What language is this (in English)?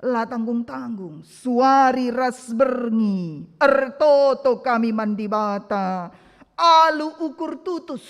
Batak Karo